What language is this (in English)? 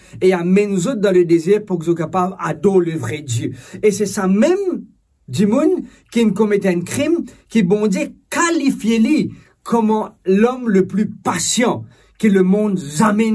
Morisyen